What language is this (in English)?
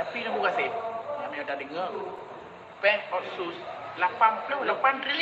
Achinese